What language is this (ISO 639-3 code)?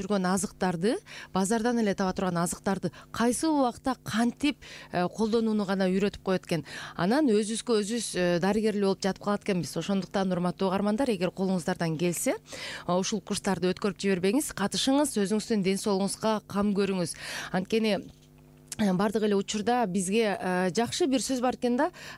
kir